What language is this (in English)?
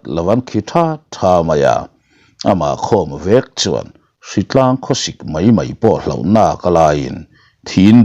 Mizo